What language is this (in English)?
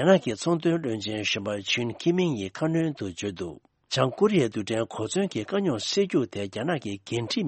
Tibetan